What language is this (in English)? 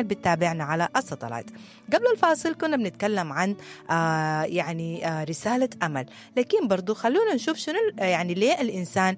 Sudanese Arabic